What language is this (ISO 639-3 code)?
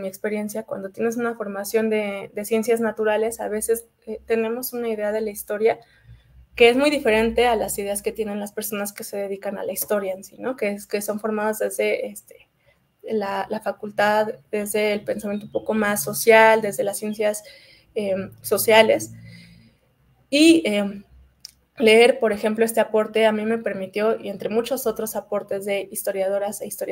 spa